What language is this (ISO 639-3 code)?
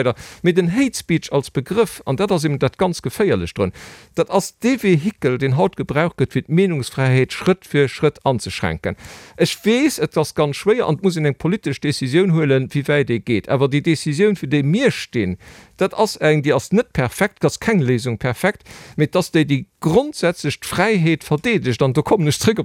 ltz